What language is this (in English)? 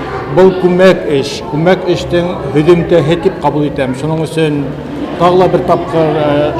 Bashkir